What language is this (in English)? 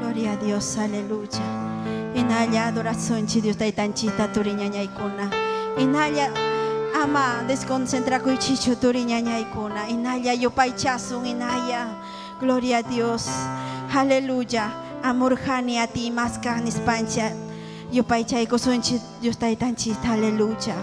Ayacucho Quechua